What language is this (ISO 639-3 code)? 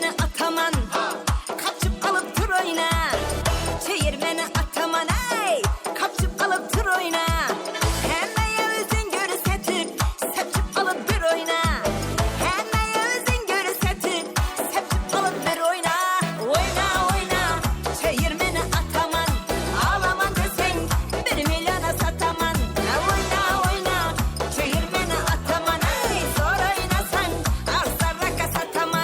kaa